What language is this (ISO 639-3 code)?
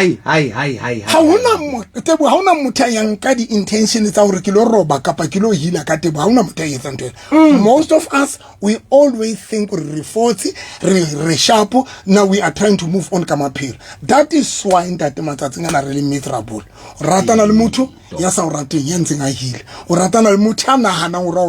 sot